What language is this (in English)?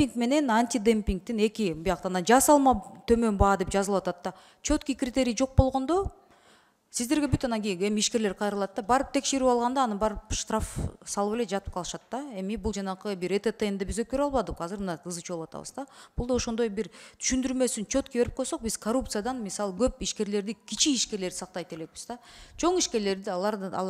Kyrgyz